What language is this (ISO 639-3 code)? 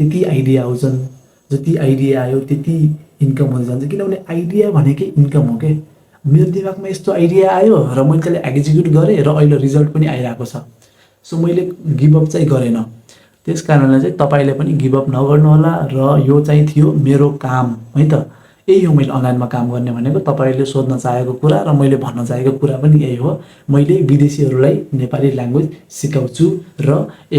nep